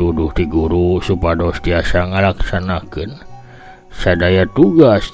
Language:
Sundanese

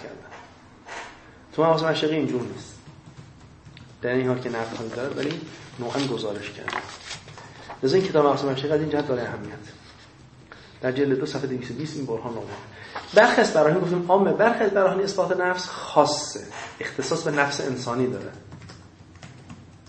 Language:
Persian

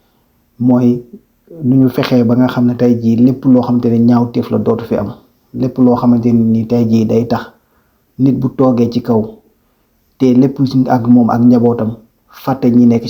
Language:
Wolof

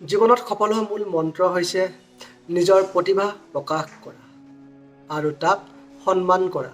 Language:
Assamese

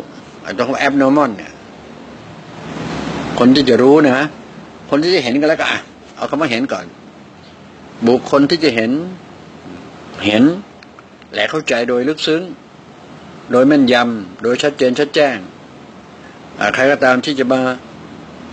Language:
Thai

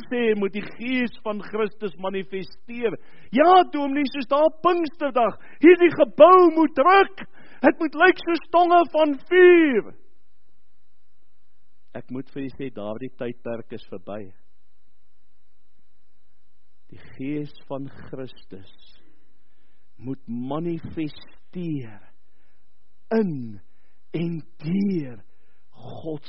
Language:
Afrikaans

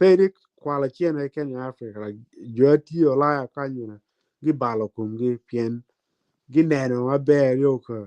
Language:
Acoli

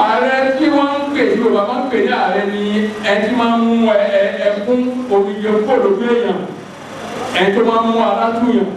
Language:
Yoruba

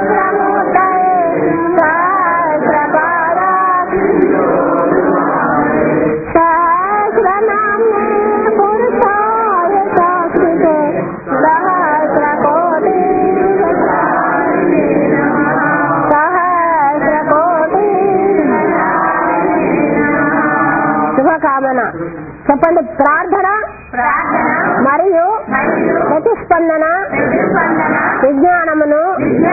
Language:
Telugu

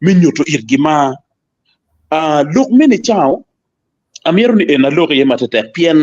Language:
Acoli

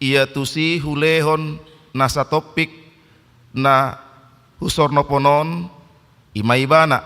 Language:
Batak Toba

